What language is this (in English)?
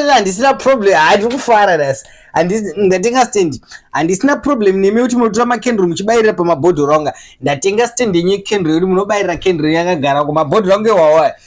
Shona